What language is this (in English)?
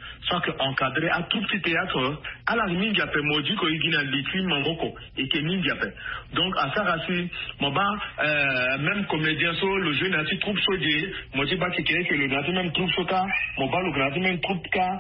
Sango